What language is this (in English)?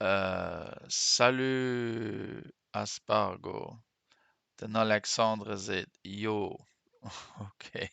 Luxembourgish